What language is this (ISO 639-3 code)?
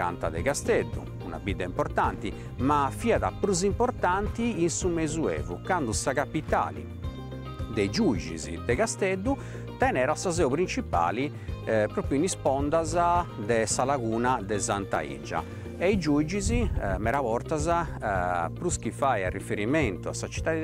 srd